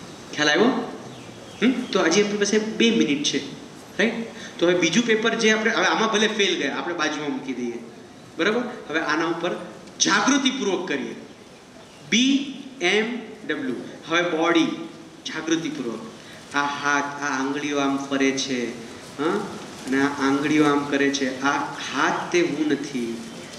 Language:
Gujarati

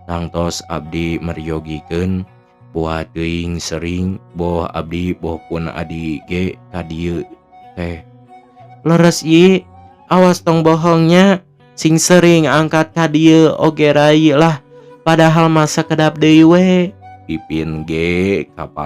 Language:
Sundanese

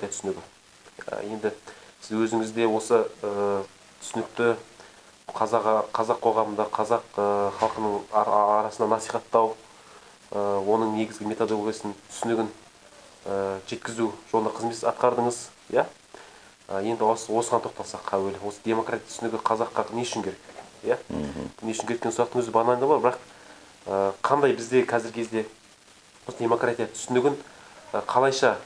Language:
Kazakh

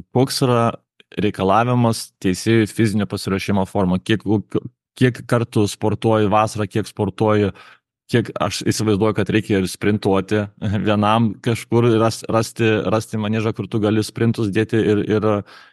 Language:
Lithuanian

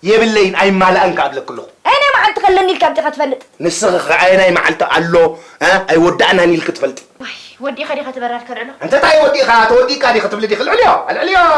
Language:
Tigrinya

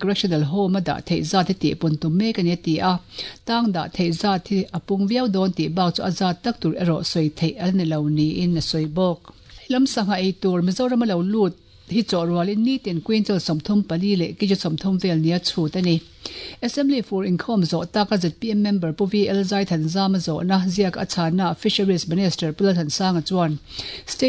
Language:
Mizo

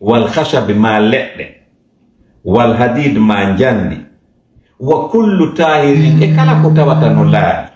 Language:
Fula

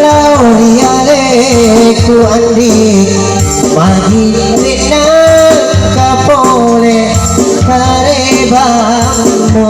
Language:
Buginese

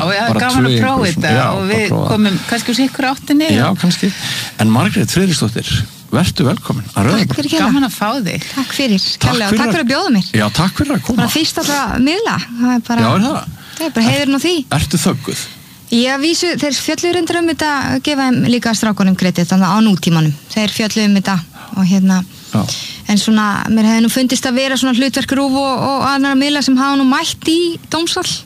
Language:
Icelandic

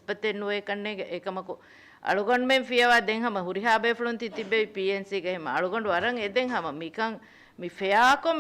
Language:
Divehi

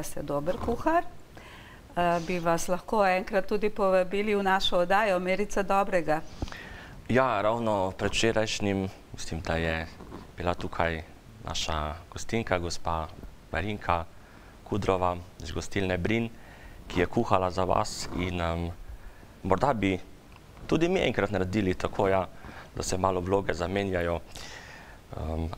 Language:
Slovenian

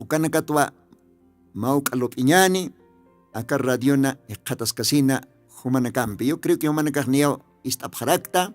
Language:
Aymara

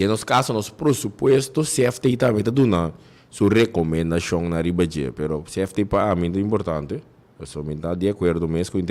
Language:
Papiamento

